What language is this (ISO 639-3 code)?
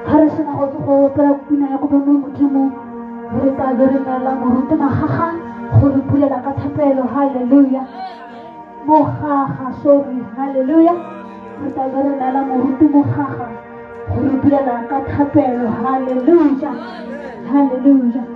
tsn